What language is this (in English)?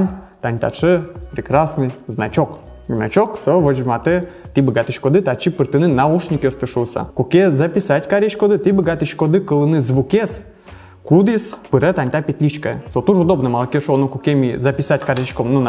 Udmurt